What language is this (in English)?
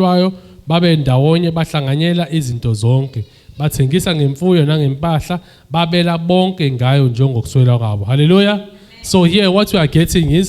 Zulu